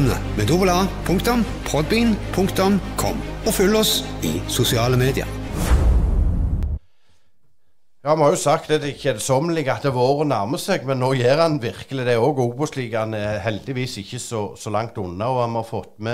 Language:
Norwegian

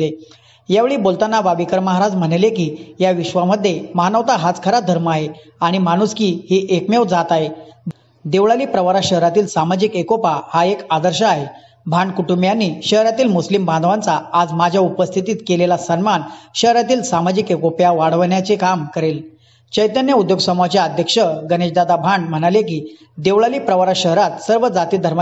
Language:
Marathi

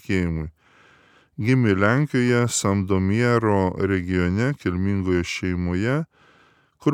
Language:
Lithuanian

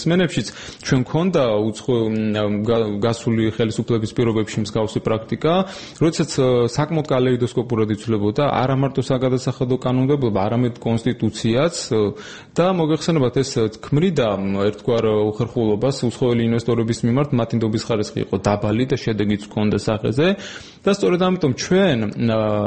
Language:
Georgian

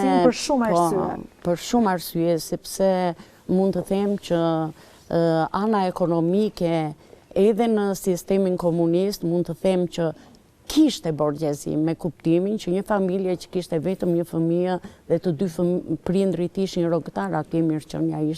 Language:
Albanian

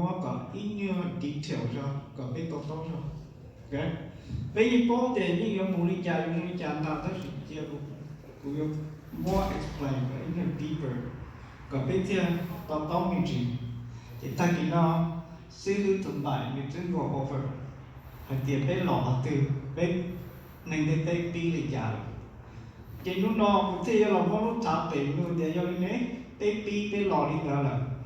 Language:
Hmong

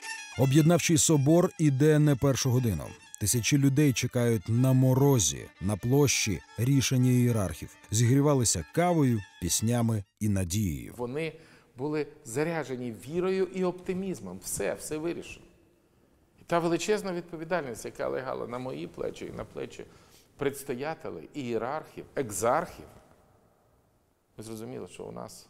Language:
Ukrainian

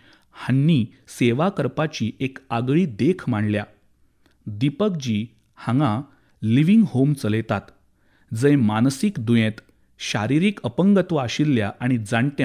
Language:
Konkani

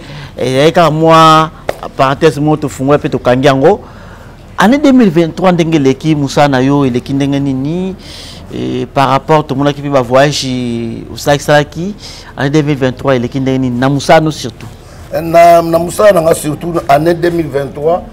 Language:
Lingala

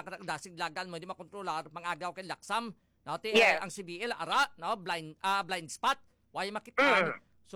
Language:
Hiligaynon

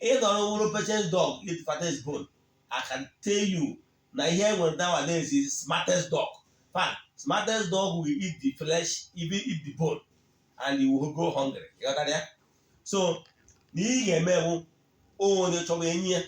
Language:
Igbo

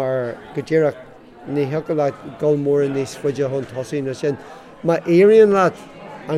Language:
Irish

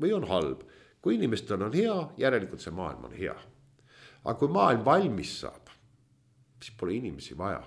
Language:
Estonian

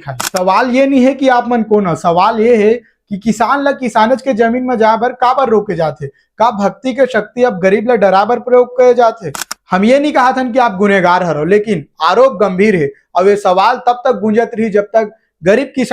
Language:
Chhattisgarhi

